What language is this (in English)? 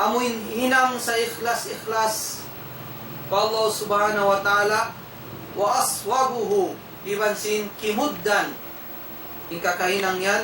Tausug